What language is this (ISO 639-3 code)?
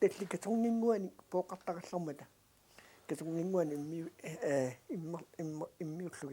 kal